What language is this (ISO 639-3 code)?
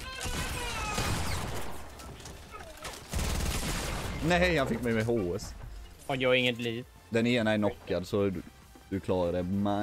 swe